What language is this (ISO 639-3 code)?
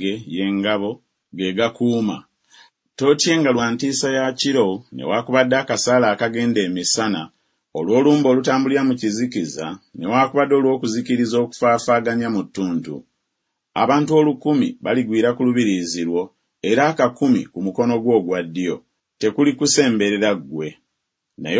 lug